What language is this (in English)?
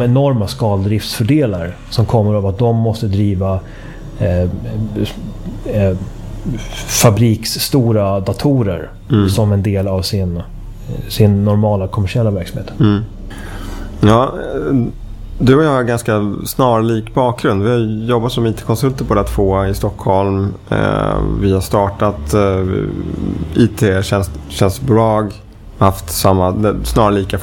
Swedish